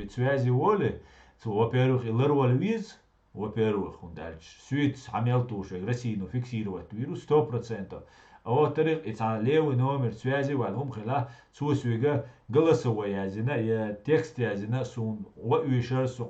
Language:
Chechen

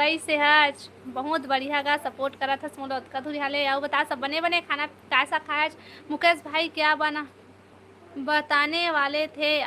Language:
Chhattisgarhi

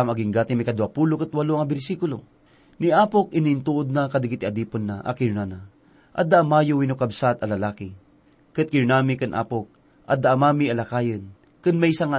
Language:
Iloko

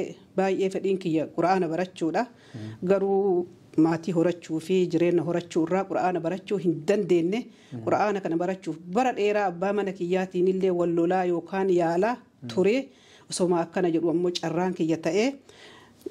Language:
Oromo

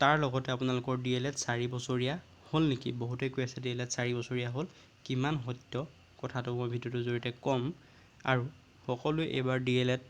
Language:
Assamese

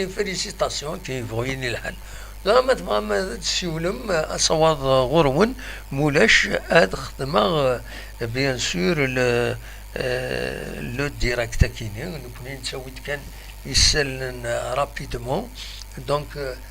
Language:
Kabyle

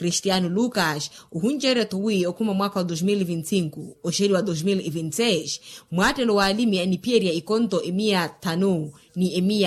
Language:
Makhuwa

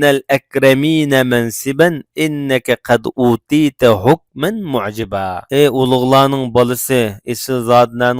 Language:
Uyghur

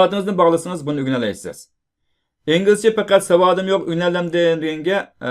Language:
Uyghur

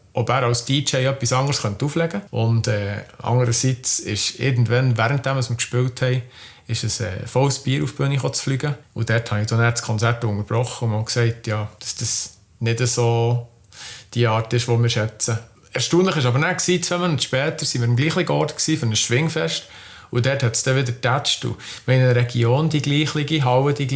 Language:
Swiss German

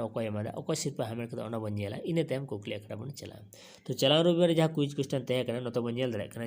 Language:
Santali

